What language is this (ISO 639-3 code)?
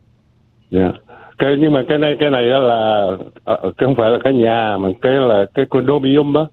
vie